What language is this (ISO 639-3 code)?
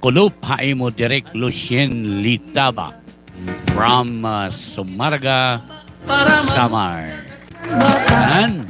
war